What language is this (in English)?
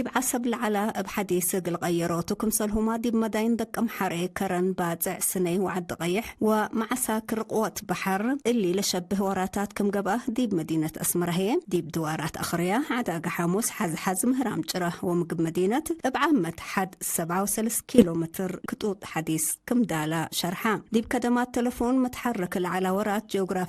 Tigre